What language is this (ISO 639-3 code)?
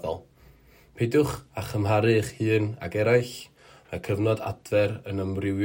cym